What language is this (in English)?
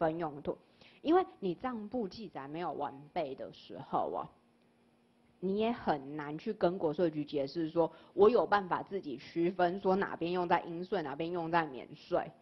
Chinese